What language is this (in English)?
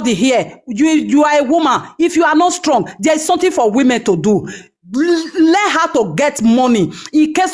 Nigerian Pidgin